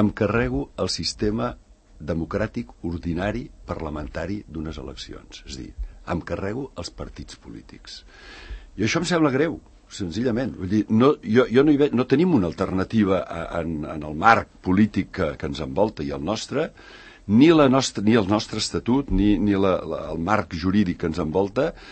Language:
Catalan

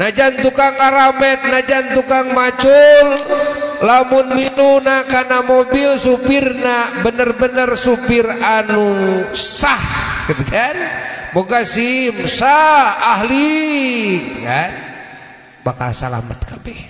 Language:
Sundanese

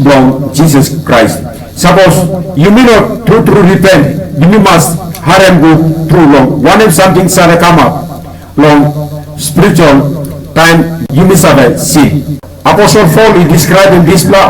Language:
Tok Pisin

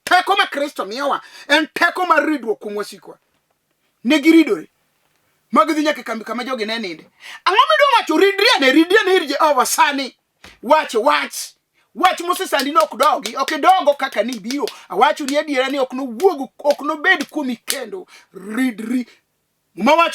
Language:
Luo (Kenya and Tanzania)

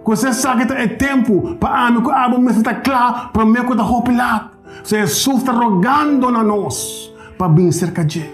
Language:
Papiamento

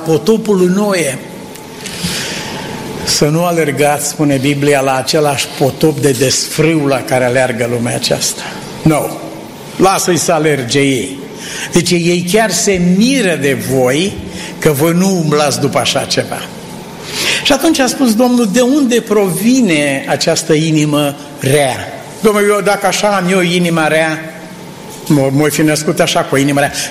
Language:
Romanian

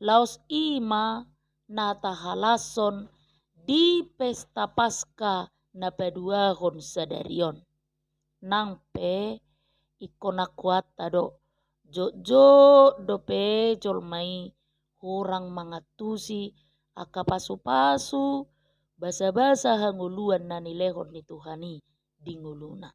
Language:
Batak Toba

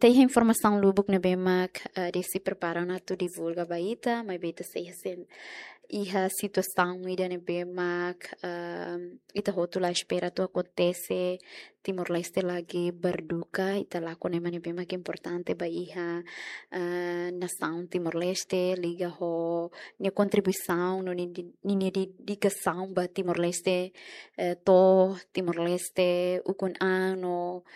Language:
Tetum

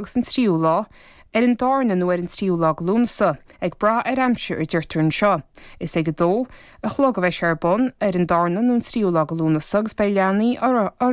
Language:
Irish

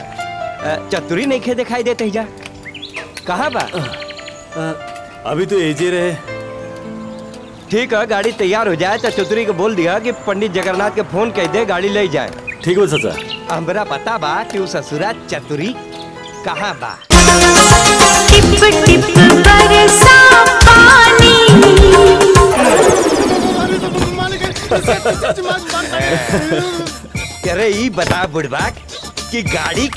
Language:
Bhojpuri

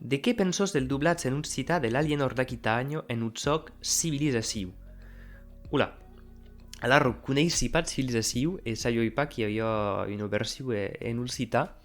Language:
Occitan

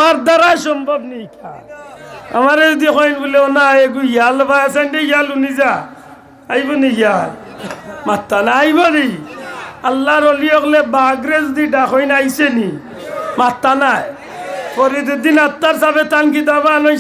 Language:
Sylheti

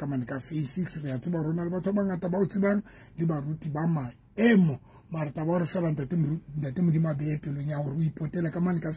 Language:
Southern Sotho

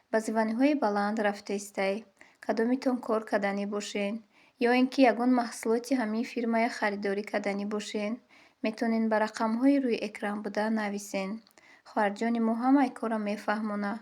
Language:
Tajik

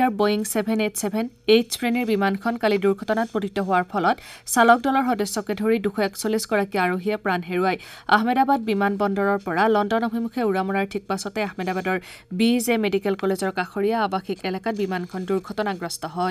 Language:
Assamese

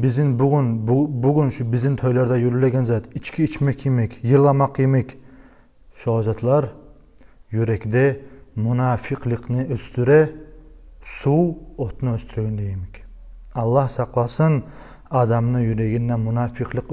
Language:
Kumyk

